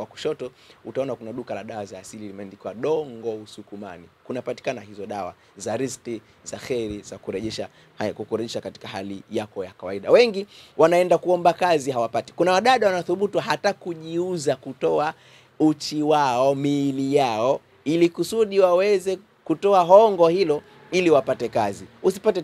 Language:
Swahili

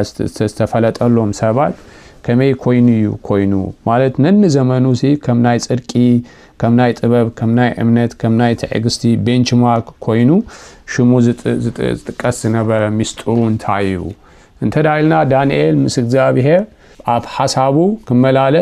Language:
Tigrinya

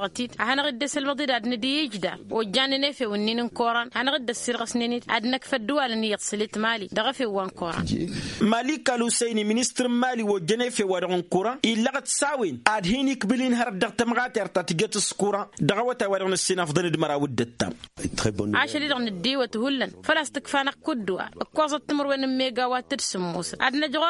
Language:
Tamasheq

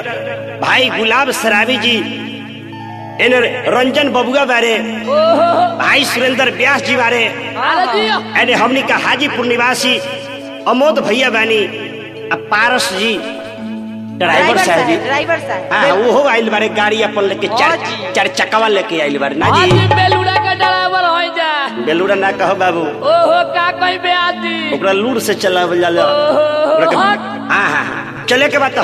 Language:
Bhojpuri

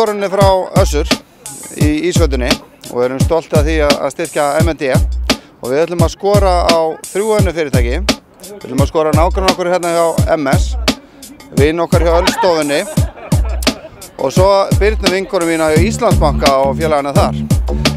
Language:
Icelandic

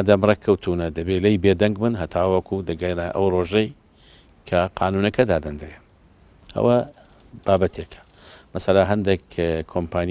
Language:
Central Kurdish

